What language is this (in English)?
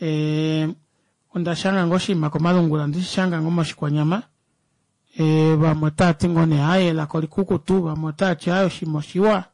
Kuanyama